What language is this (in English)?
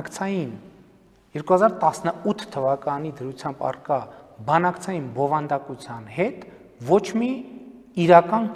Armenian